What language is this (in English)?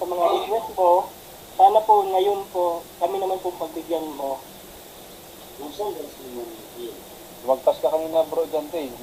Filipino